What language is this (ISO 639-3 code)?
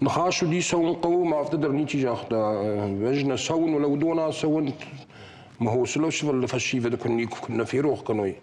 oss